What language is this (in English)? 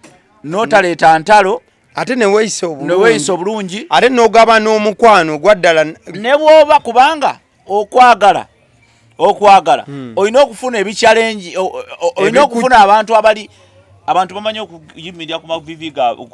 Ganda